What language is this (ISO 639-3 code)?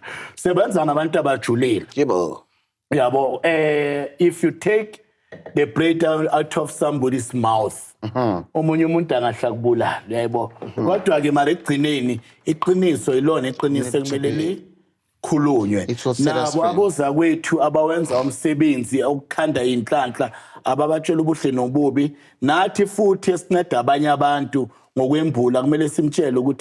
zul